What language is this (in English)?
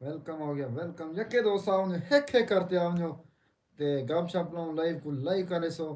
Saraiki